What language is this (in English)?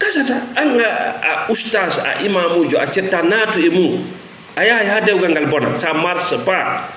Fula